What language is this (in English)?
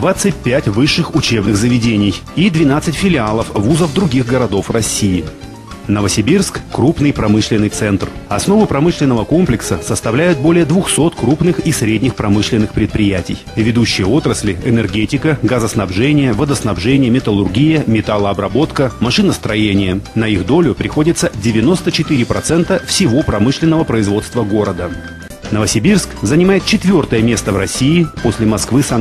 Russian